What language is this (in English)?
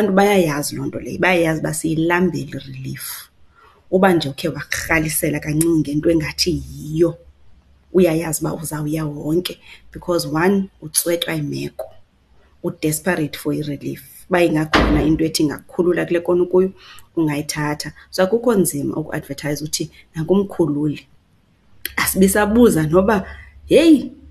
Xhosa